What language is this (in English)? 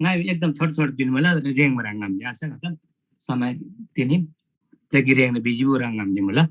Eastern Tamang